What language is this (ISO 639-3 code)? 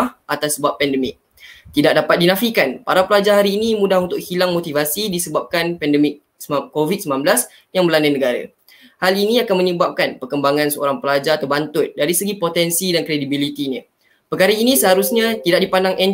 msa